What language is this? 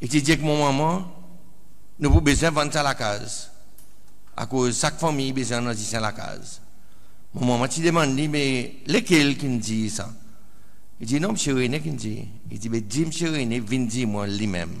Seselwa Creole French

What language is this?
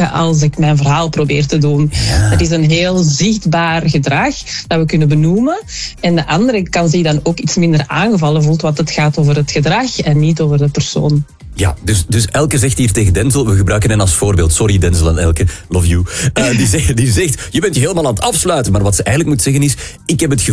Dutch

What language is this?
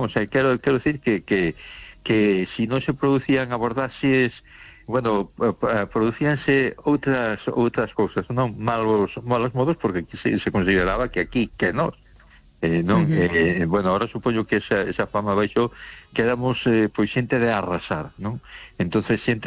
Galician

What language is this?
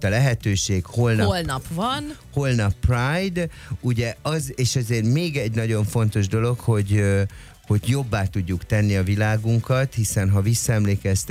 Hungarian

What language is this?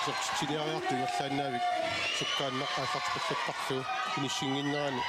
Kalaallisut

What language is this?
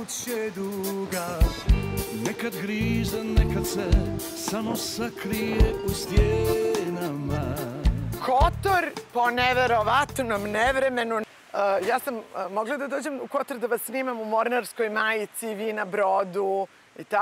Serbian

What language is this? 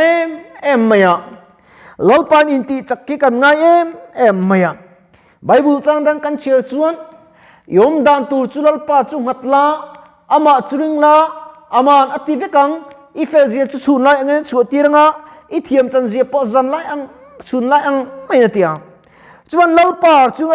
Mizo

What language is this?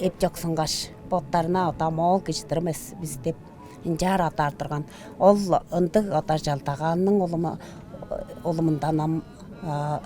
Tuvinian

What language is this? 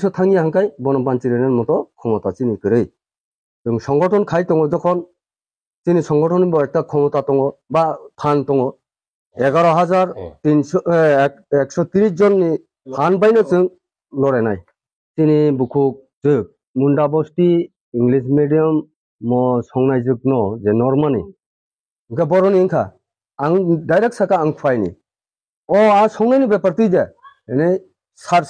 Kok Borok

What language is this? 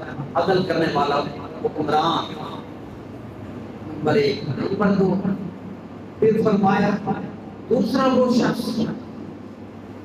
Urdu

